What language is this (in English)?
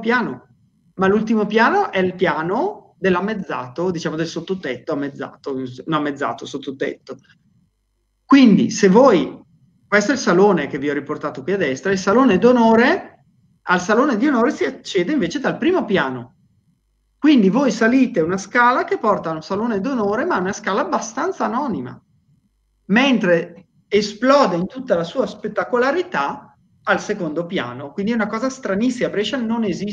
Italian